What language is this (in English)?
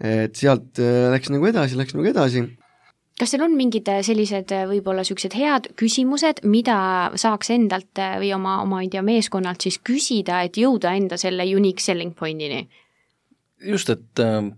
Estonian